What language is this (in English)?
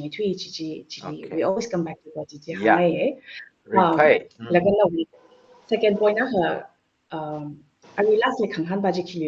Tangkhul Naga (India)